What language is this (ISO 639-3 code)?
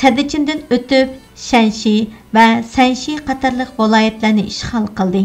uig